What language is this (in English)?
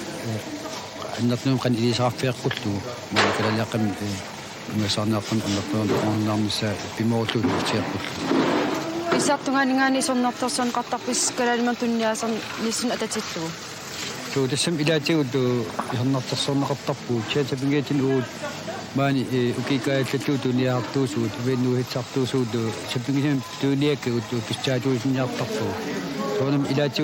Kalaallisut